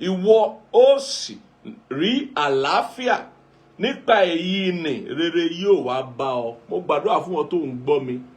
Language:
Yoruba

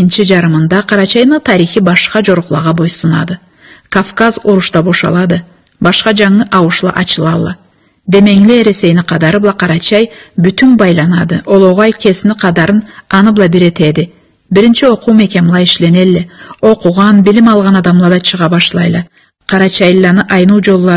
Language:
Karachay-Balkar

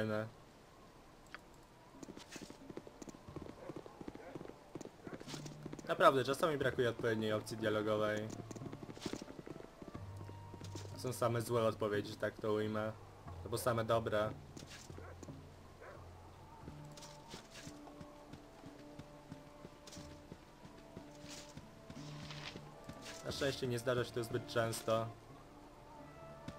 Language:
Polish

